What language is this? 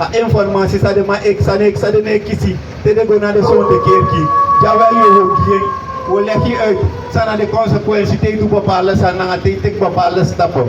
Sranan Tongo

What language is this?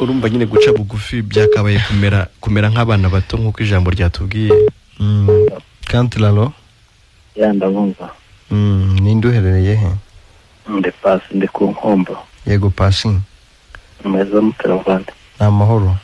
Kinyarwanda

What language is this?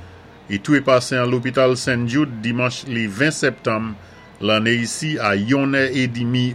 Saint Lucian Creole French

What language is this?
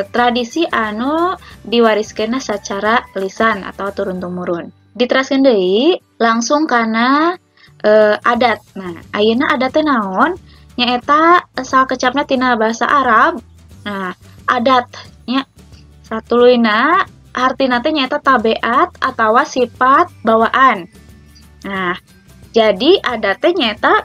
Sundanese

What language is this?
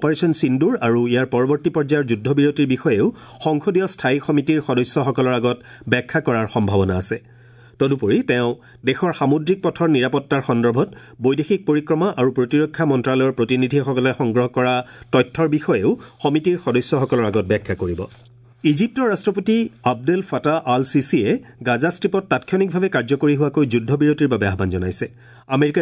Assamese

